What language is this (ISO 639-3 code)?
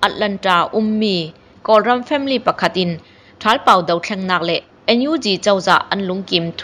mya